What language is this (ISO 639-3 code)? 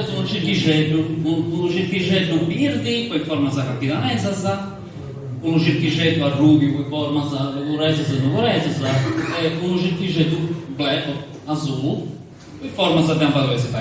srd